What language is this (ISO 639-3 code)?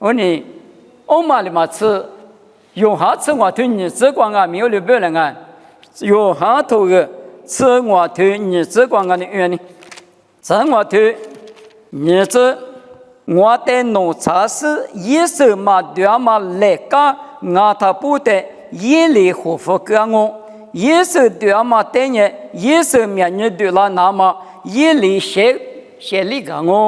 lis